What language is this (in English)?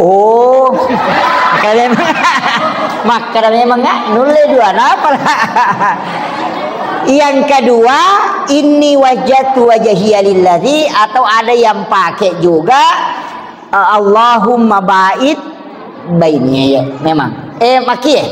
Buginese